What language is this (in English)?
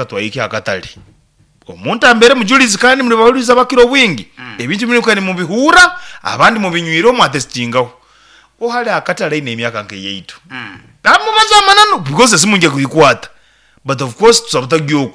Nyoro